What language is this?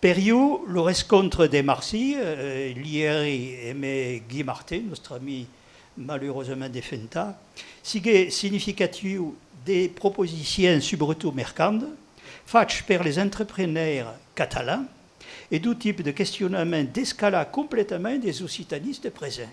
Occitan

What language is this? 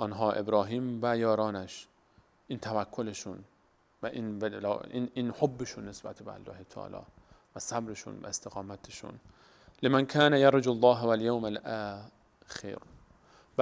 Persian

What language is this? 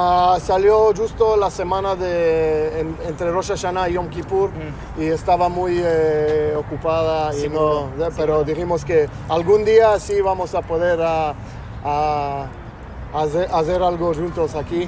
Ladino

